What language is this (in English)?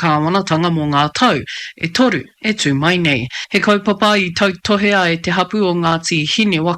Māori